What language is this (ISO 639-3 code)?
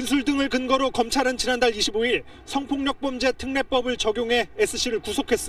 kor